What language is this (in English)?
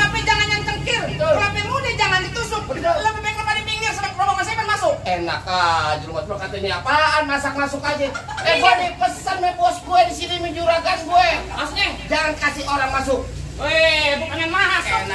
Betawi